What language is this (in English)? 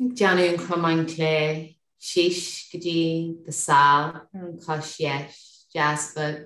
Irish